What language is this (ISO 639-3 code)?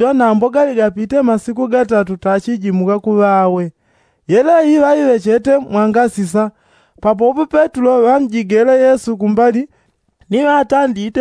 yao